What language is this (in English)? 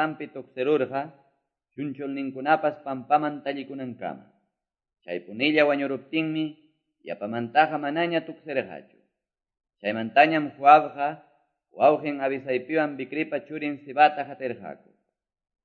Quechua